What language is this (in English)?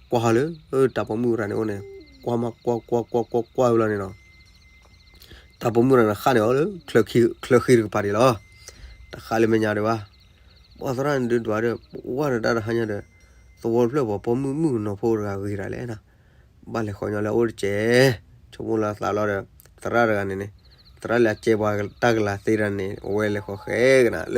S'gaw Karen